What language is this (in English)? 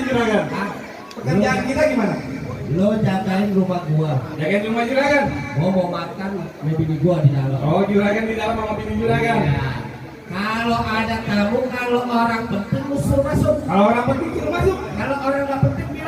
Betawi